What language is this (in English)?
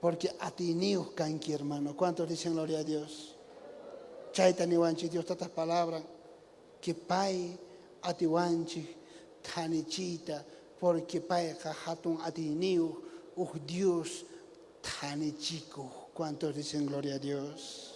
South Bolivian Quechua